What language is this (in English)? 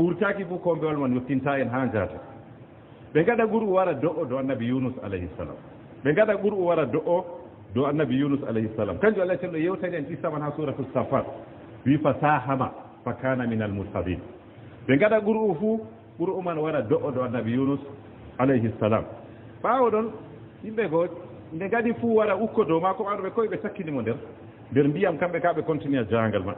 Fula